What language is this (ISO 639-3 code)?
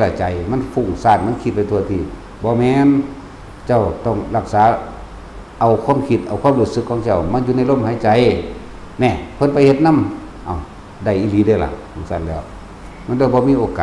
tts